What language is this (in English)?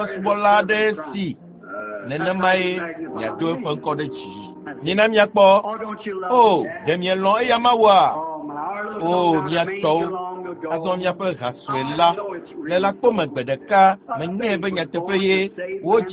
Ewe